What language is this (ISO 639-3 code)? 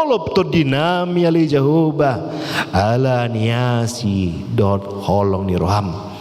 bbc